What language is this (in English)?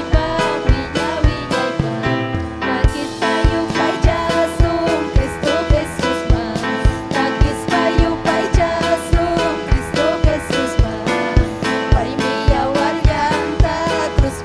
Ayacucho Quechua